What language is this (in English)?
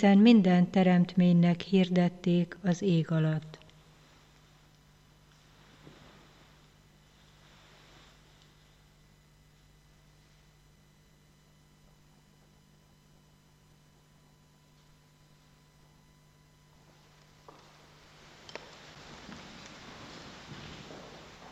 Hungarian